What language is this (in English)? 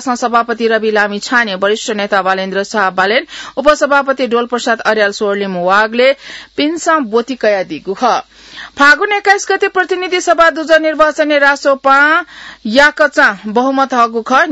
Newari